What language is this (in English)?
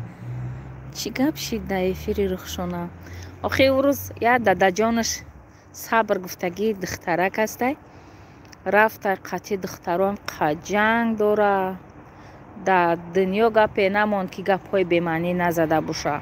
Tajik